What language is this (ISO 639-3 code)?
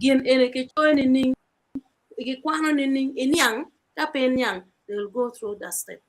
ach